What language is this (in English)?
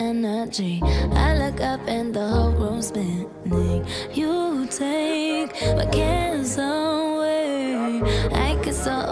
English